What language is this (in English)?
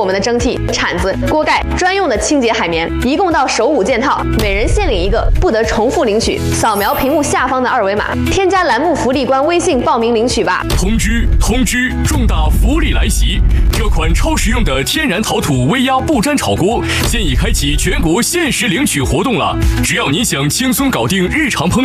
Chinese